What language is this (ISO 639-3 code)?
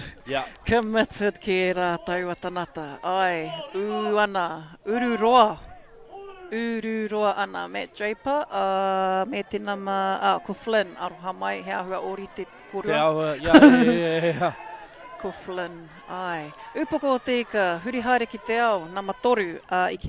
mri